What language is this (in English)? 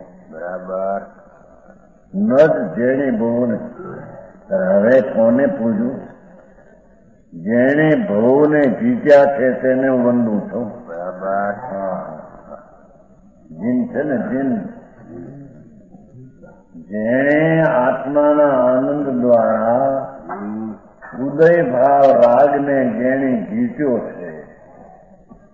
Gujarati